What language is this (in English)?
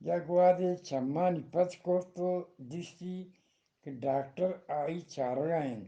Eastern Balochi